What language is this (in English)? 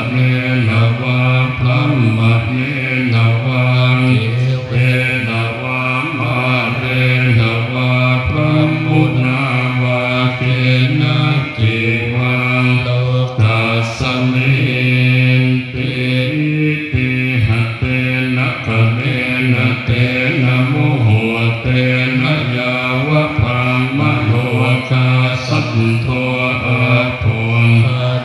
Pali